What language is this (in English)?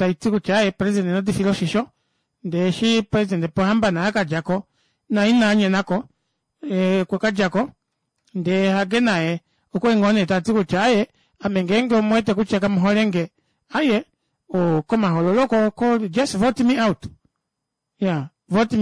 Kuanyama